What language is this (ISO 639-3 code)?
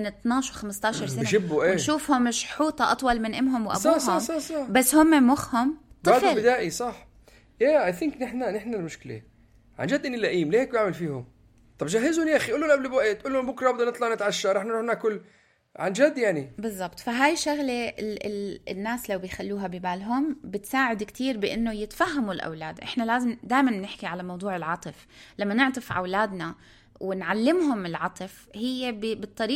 apc